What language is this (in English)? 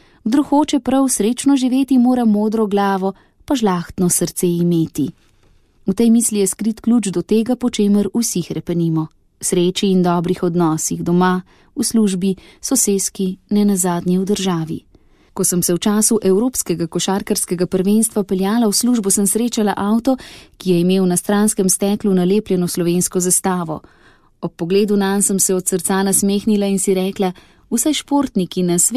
Slovenian